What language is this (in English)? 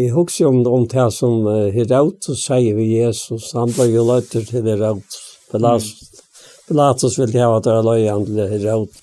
Faroese